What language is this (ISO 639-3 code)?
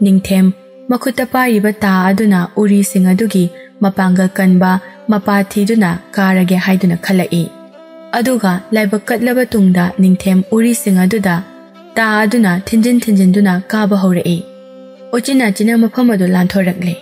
mni